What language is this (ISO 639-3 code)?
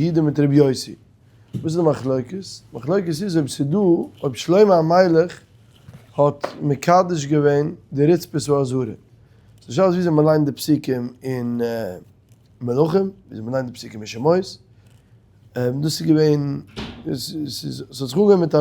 yid